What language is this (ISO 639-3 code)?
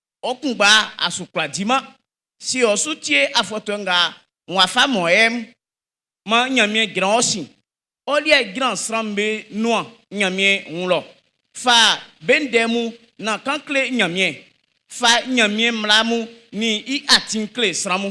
bci